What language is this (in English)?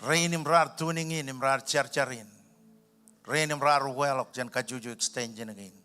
Marshallese